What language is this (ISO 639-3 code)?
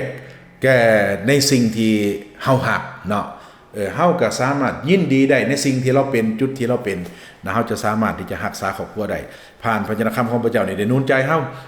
lao